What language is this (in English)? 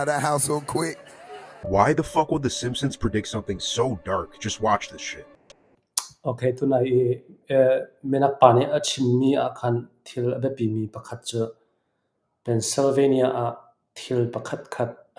Falam Chin